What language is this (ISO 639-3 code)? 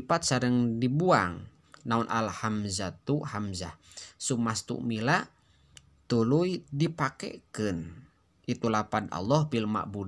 sun